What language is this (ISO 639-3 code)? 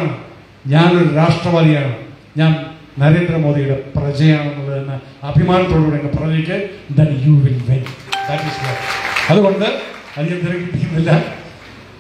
mal